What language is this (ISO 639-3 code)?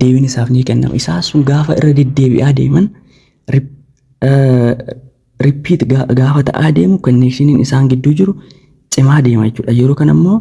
orm